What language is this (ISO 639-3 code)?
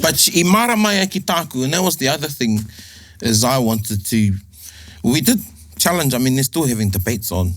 mri